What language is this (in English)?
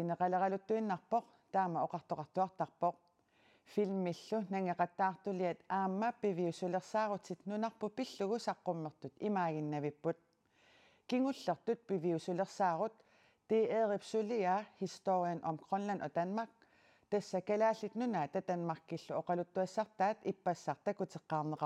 Kalaallisut